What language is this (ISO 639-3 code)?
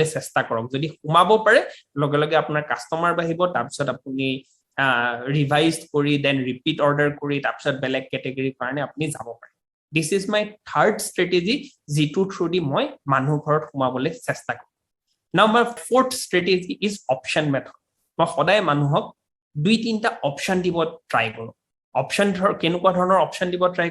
asm